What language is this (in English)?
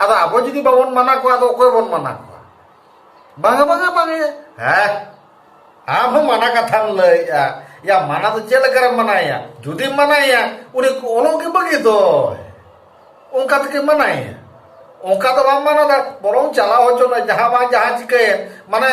Santali